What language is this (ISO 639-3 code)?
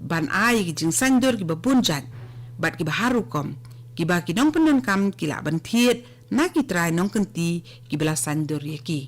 kha